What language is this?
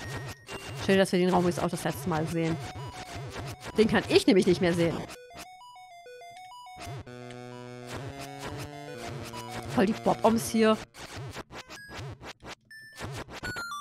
German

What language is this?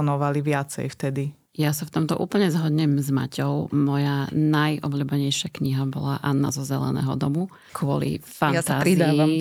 Slovak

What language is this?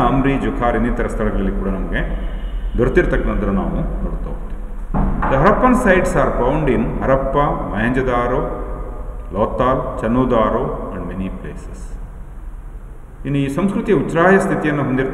Kannada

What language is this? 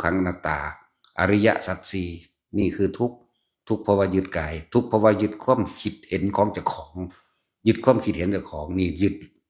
Northeastern Thai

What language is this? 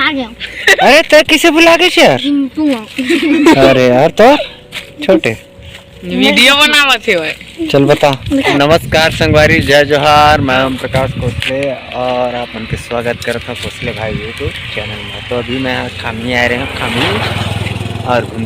Chhattisgarhi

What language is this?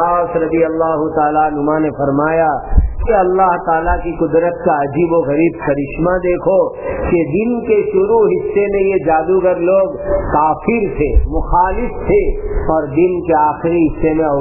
Urdu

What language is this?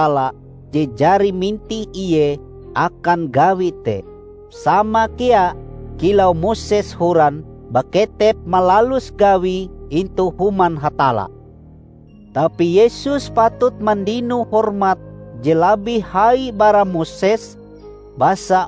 Ngaju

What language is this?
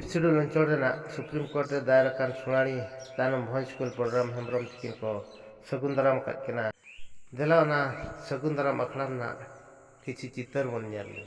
Santali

